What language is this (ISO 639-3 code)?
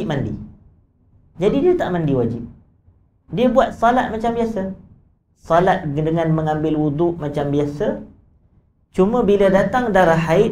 msa